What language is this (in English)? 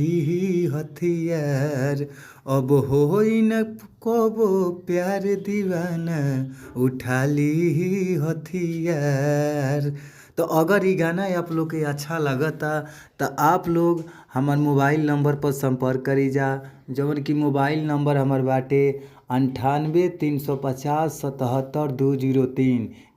Bhojpuri